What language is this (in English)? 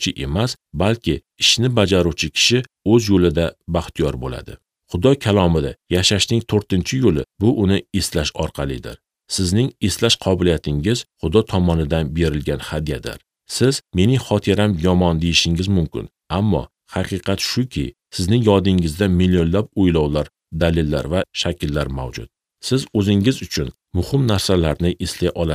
Uzbek